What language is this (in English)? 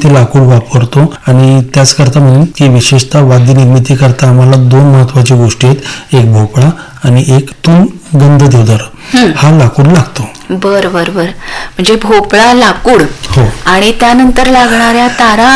Marathi